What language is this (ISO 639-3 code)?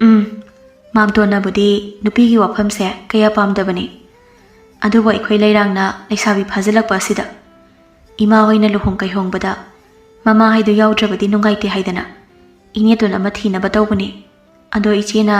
mni